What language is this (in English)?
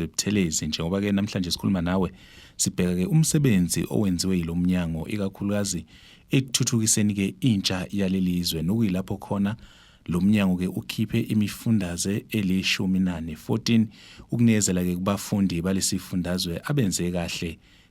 Zulu